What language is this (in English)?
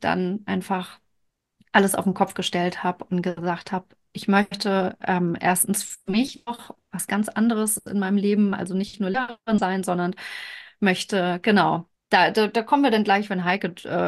German